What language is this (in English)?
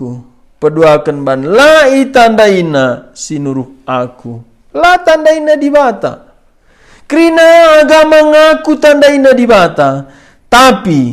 Batak Karo